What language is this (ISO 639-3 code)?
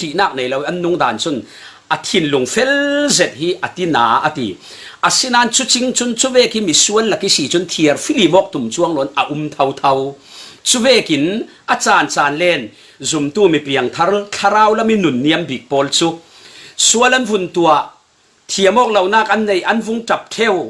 cfm